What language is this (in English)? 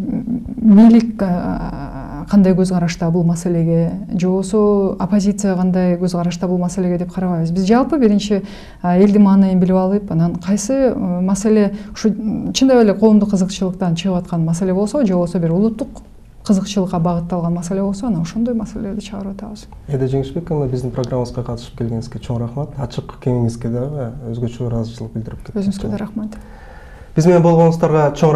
Kyrgyz